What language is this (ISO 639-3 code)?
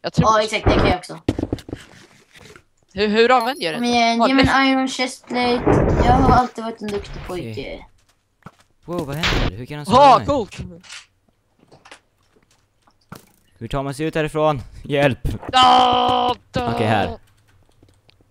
swe